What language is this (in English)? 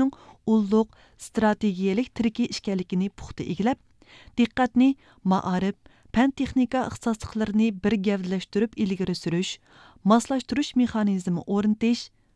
Uyghur